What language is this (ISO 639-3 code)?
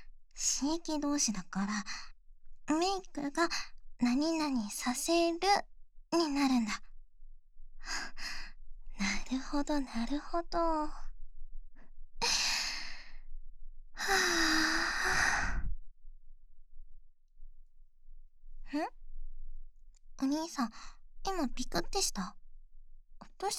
jpn